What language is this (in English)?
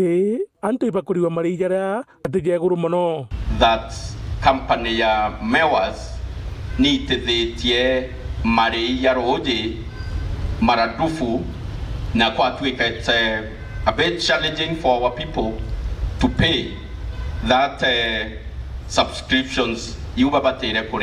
Meru